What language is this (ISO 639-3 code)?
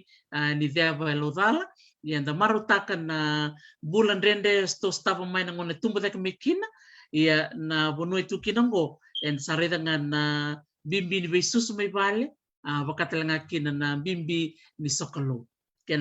fij